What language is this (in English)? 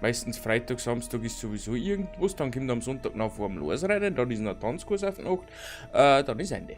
Bavarian